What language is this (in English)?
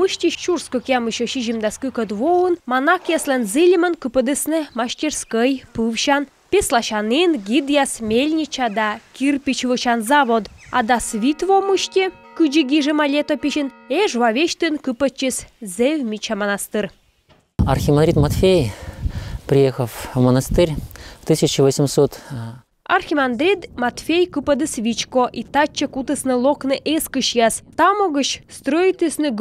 Komi